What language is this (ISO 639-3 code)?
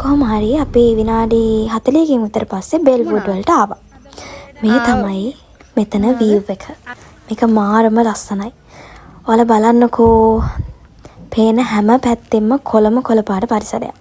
sin